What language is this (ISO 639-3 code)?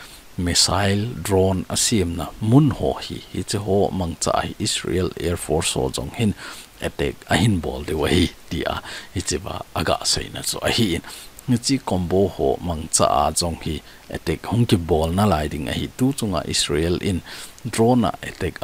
tcz